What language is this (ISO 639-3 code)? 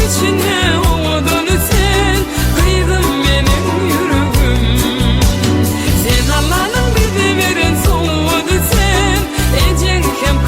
tuk